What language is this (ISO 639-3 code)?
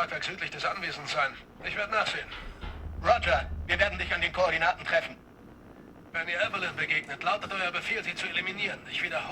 gsw